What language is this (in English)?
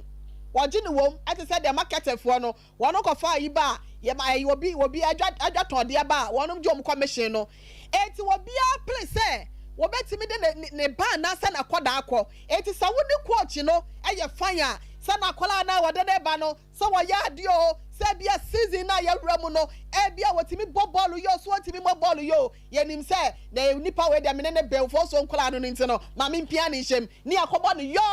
Akan